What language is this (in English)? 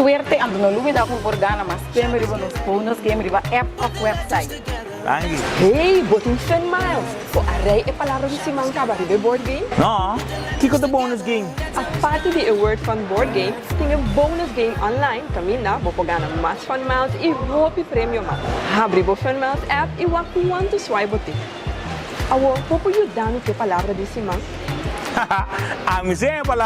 Papiamento